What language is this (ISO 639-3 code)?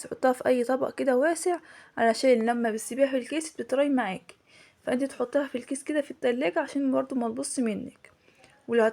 arz